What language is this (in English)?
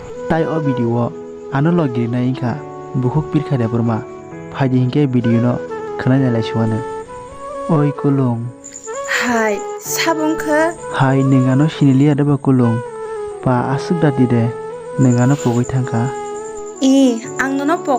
Kok Borok